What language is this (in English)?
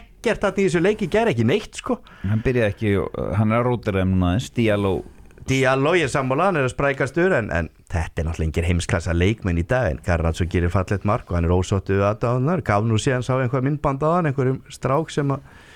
Icelandic